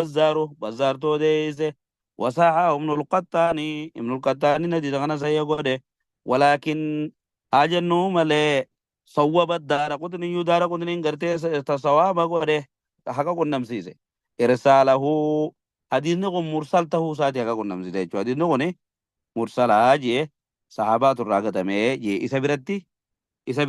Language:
Oromo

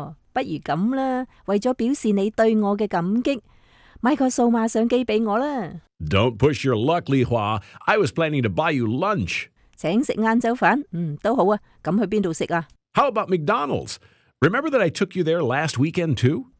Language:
Cantonese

